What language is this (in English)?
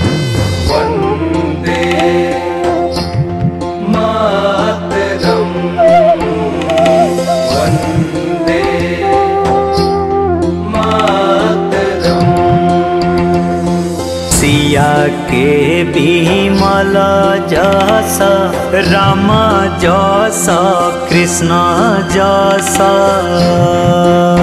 Bhojpuri